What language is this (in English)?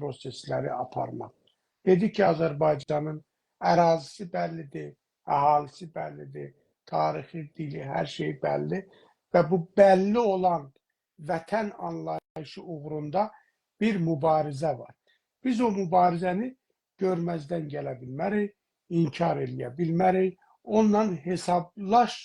South Azerbaijani